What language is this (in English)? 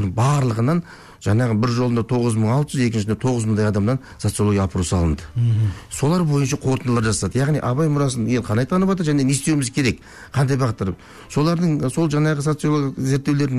Kazakh